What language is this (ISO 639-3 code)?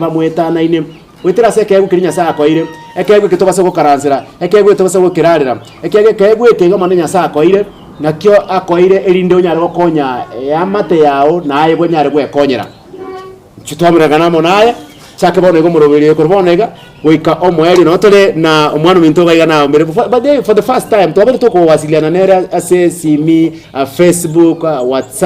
guz